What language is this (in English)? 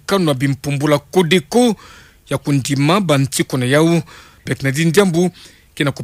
Kituba (Democratic Republic of Congo)